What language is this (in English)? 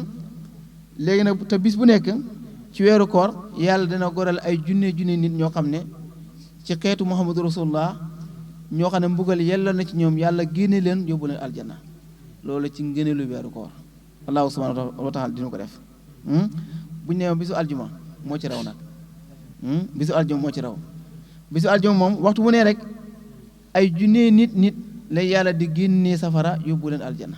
Wolof